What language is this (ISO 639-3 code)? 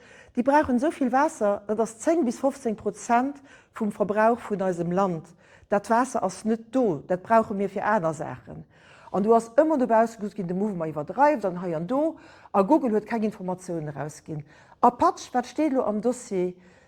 ltz